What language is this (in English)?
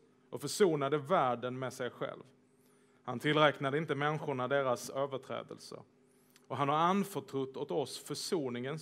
Swedish